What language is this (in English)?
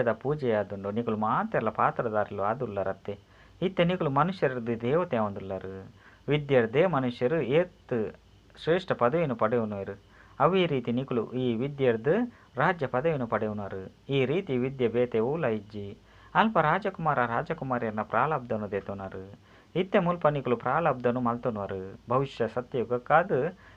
Tulu